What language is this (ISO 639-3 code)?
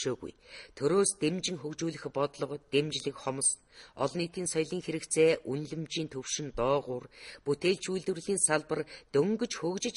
mon